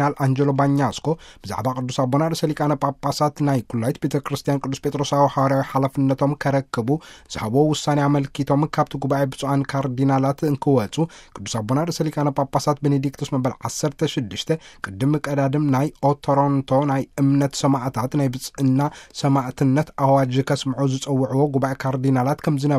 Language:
Tigrinya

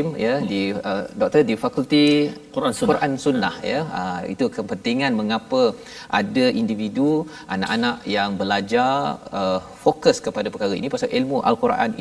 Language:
Malay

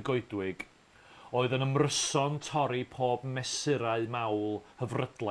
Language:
Welsh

